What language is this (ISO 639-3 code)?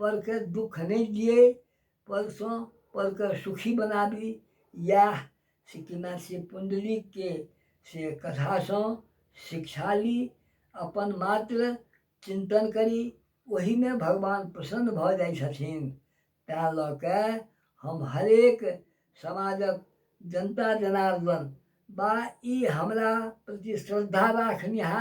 mai